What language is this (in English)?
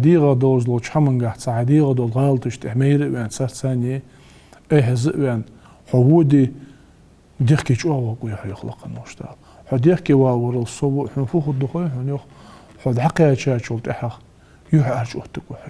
Ingush